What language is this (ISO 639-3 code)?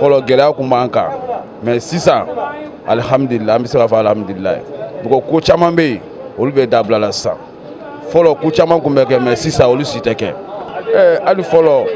bam